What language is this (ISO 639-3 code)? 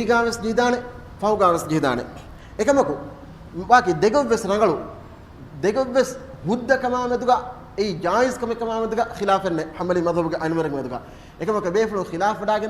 div